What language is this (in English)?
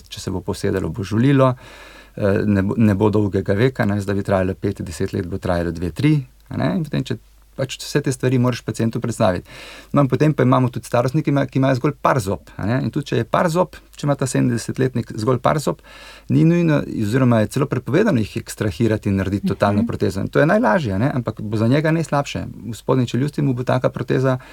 Slovenian